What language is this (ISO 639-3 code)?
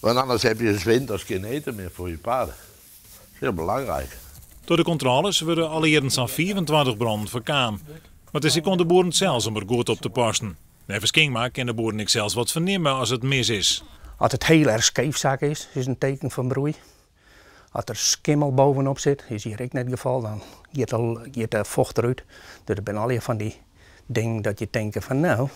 fry